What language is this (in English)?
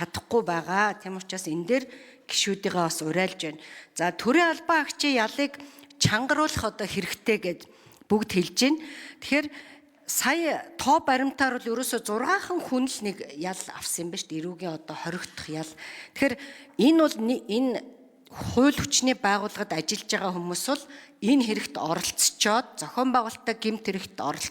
Mongolian